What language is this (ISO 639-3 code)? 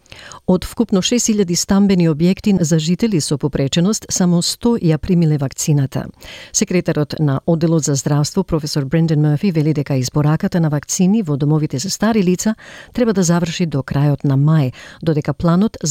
mkd